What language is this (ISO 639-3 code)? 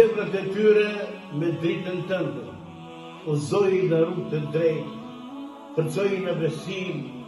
sqi